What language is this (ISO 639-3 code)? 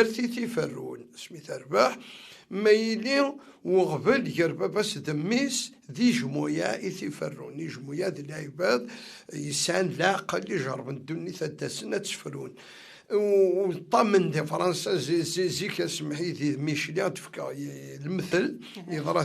kab